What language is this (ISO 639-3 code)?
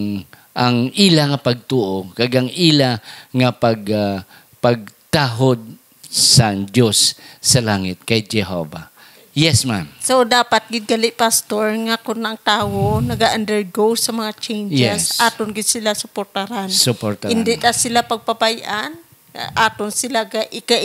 hil